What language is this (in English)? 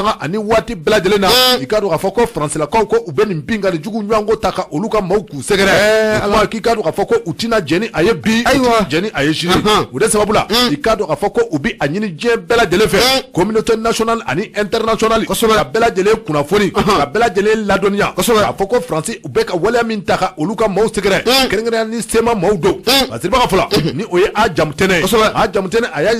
Bambara